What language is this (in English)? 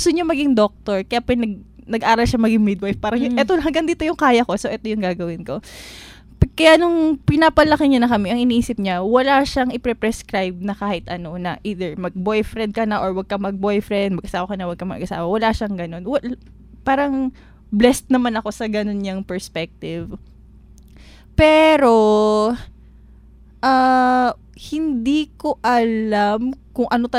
Filipino